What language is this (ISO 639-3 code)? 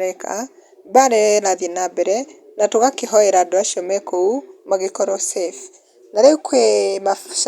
kik